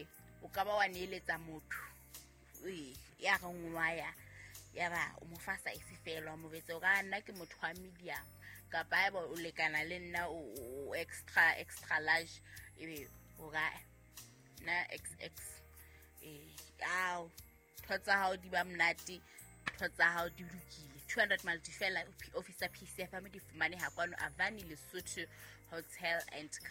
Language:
Southern Sotho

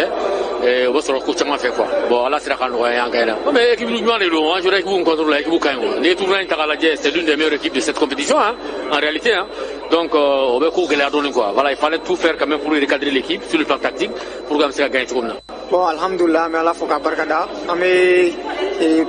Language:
Bambara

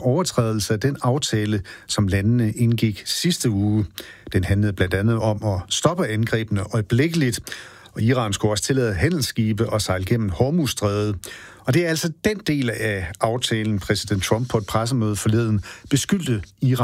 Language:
Danish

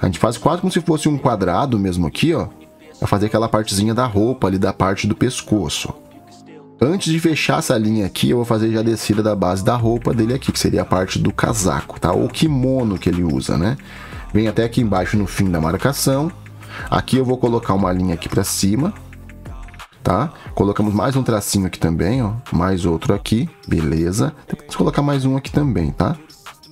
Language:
Portuguese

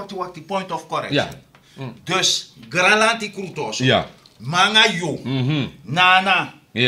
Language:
Sranan Tongo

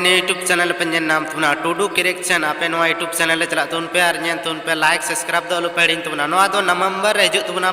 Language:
Santali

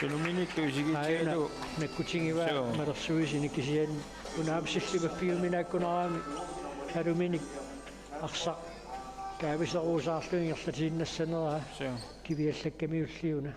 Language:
Kalaallisut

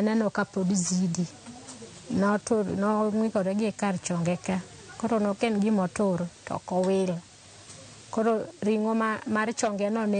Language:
Luo (Kenya and Tanzania)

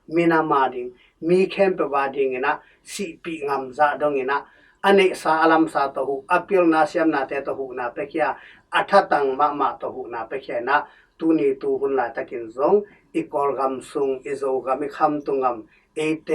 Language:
Tedim Chin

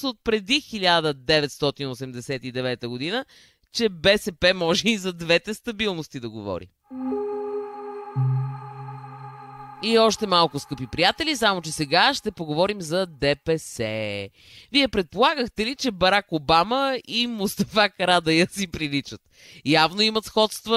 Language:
Bulgarian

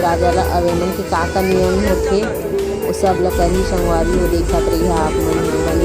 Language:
Chhattisgarhi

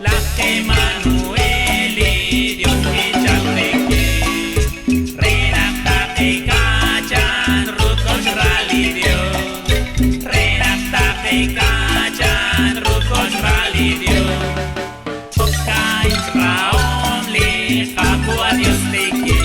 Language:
Kekchí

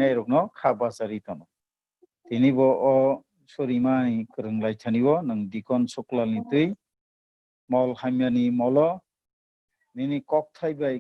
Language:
Kok Borok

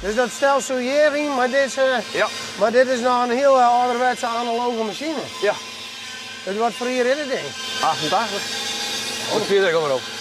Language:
Western Frisian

